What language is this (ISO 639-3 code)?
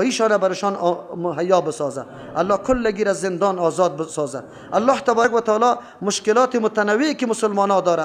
fas